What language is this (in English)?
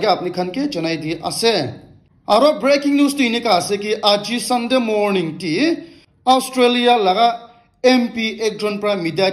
Naga Pidgin